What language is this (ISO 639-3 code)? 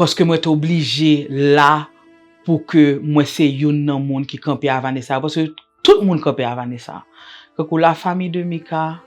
hat